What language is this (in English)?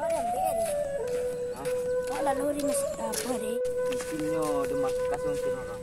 Minangkabau